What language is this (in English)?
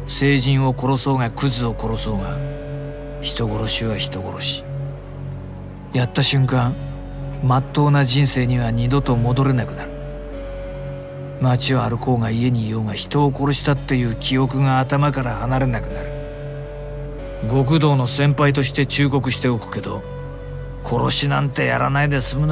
Japanese